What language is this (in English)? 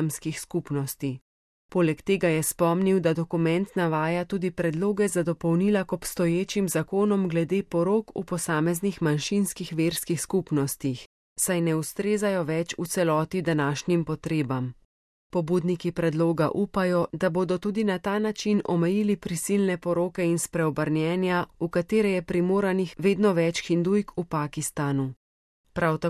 Slovenian